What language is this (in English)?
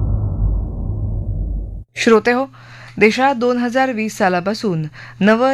Marathi